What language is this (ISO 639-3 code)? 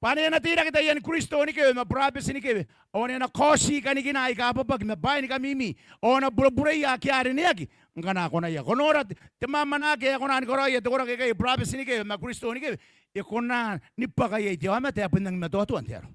gil